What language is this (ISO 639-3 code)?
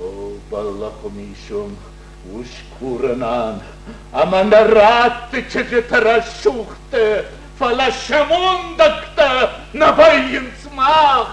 oss